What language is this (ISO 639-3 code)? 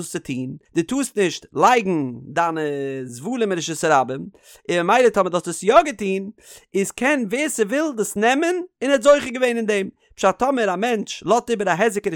yid